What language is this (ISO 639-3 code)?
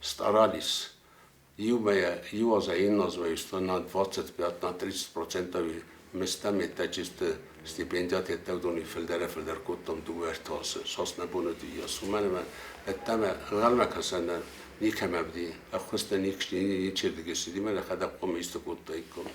oss